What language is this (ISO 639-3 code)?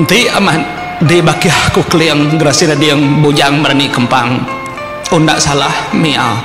iba